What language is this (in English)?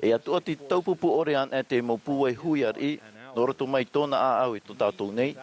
Tahitian